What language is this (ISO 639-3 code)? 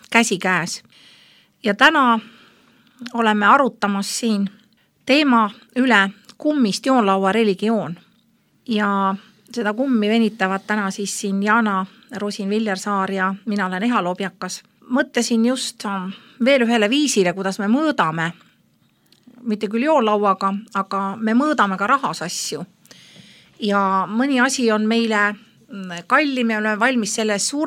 est